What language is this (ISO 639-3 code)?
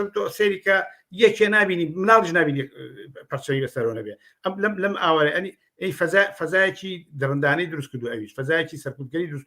ckb